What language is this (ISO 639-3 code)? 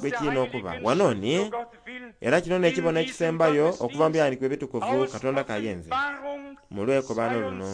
xog